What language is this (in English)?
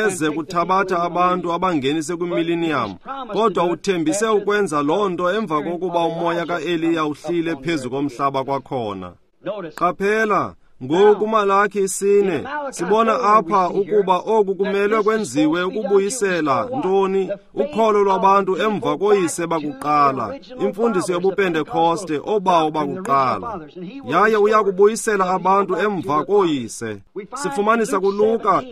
Xhosa